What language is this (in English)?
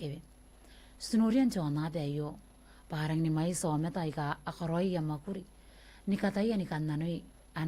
Gilbertese